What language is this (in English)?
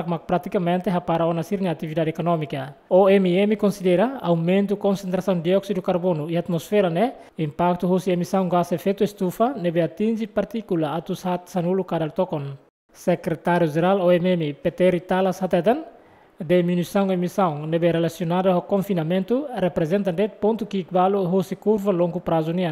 Tetum